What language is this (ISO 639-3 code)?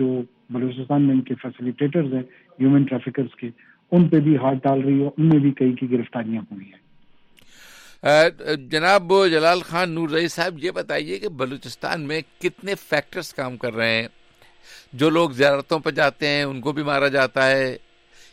urd